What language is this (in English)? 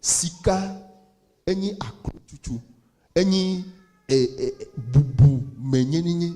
Ewe